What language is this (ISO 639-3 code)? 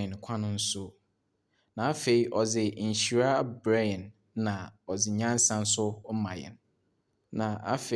aka